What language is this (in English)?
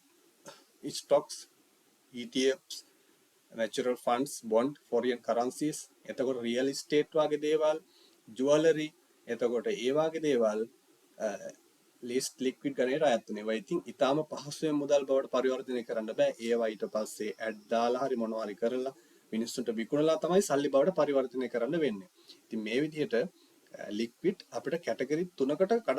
Sinhala